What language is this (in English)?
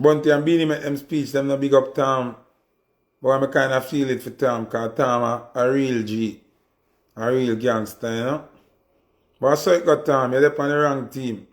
Jamaican Creole English